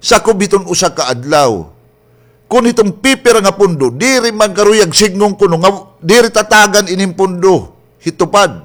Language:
Waray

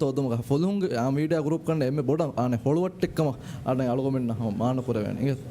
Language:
Divehi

